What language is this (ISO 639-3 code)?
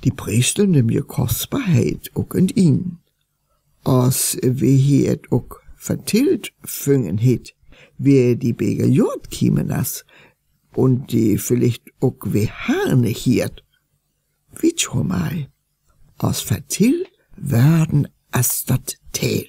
frr